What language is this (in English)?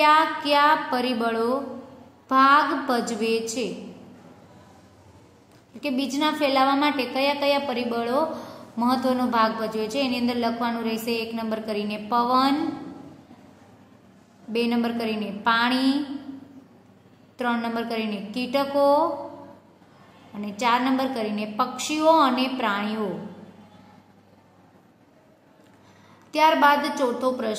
Gujarati